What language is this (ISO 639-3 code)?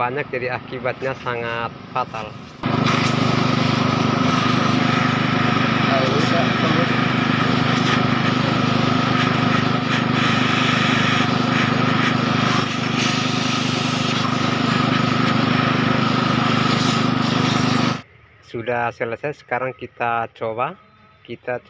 ind